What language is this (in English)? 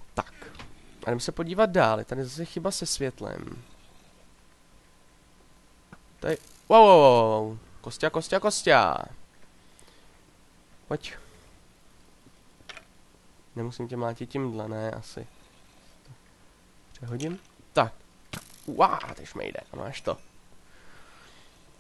Czech